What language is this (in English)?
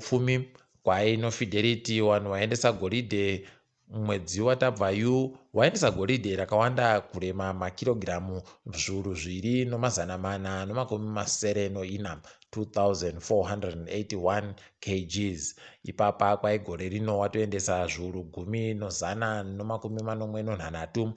Ndau